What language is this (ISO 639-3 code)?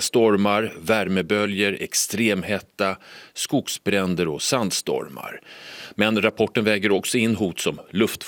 swe